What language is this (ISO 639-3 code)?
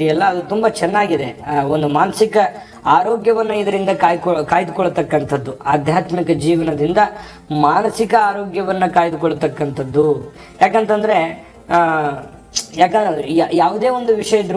kan